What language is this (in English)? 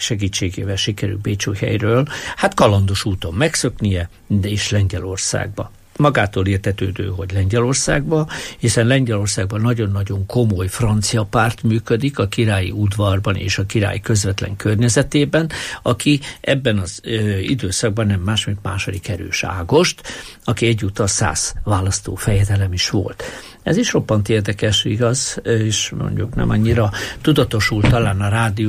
Hungarian